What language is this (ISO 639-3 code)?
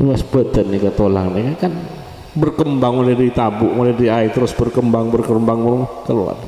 mad